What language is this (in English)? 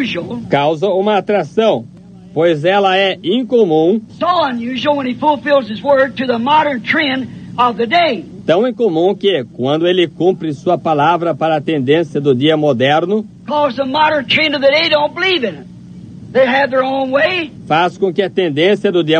Portuguese